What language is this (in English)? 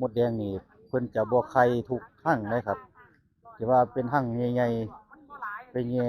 Northeastern Thai